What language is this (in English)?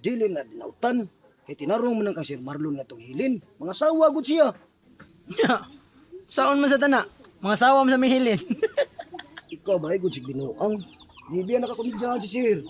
Cebuano